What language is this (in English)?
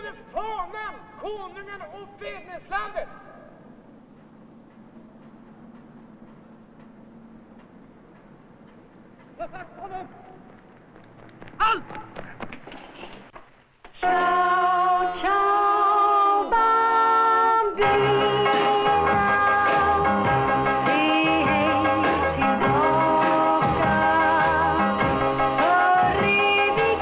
Swedish